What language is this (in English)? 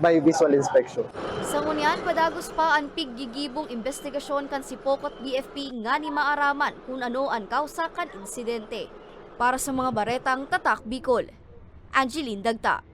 Bikol